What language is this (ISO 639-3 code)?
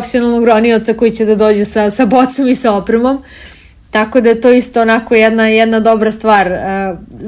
srp